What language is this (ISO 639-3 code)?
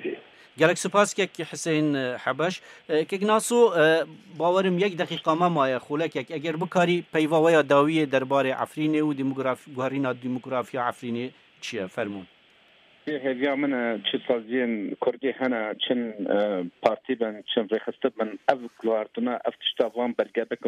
kur